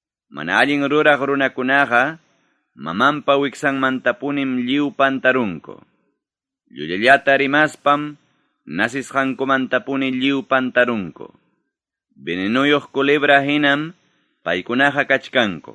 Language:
Ayacucho Quechua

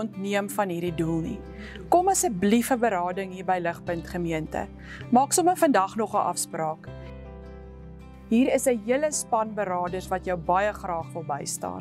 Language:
Afrikaans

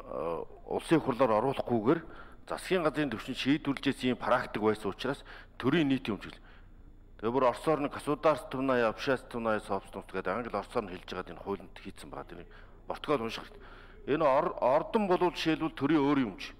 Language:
Mongolian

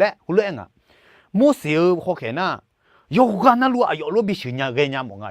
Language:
Akha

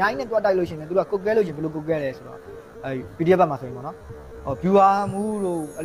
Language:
Burmese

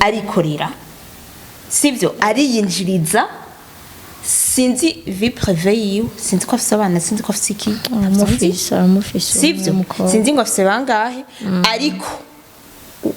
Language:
Rundi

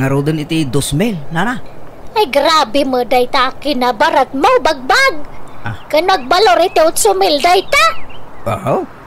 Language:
Iloko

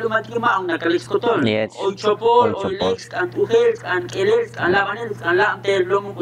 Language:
Tzotzil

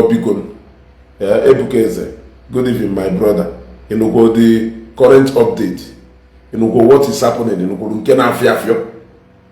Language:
Igbo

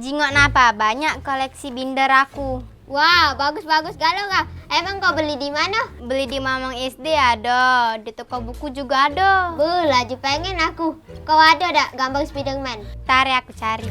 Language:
Musi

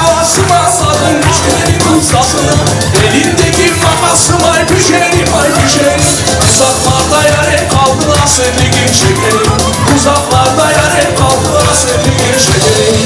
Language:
Crimean Tatar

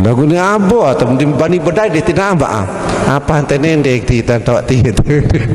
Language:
Sasak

